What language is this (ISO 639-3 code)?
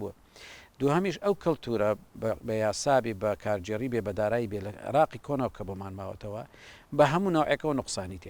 ckb